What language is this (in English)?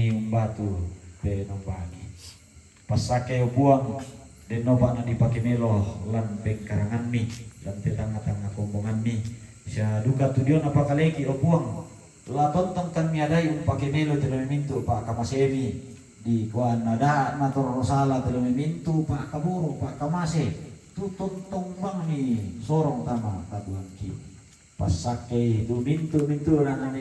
Toraja-Sa'dan